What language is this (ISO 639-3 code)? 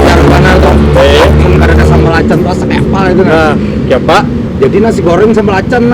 bjn